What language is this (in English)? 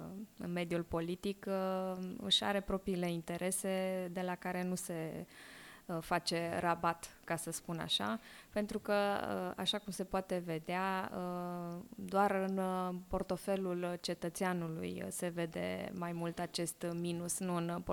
Romanian